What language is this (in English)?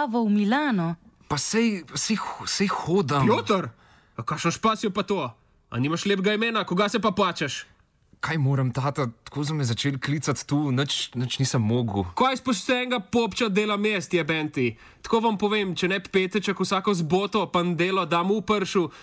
Slovenian